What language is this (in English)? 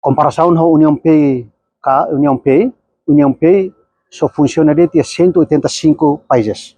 Tetum